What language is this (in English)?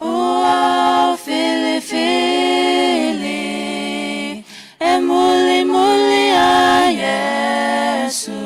Samoan